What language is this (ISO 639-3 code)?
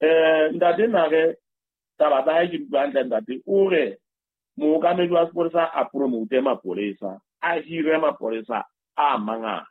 sot